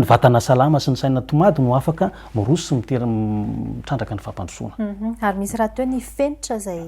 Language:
Malagasy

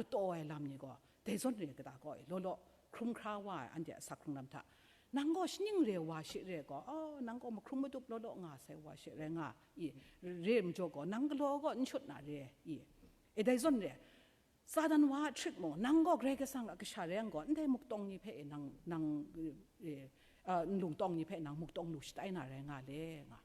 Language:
Kachin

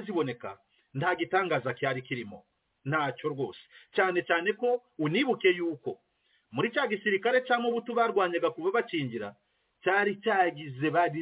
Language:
Kinyarwanda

